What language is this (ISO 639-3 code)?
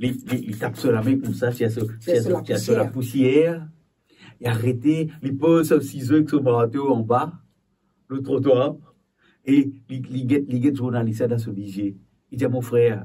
mfe